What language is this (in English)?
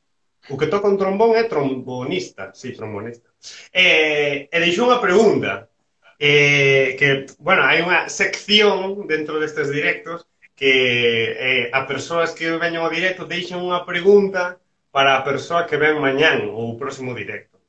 Galician